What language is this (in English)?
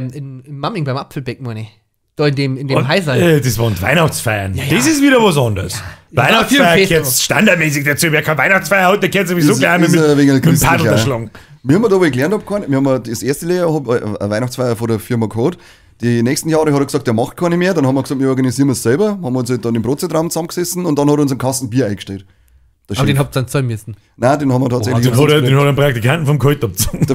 Bavarian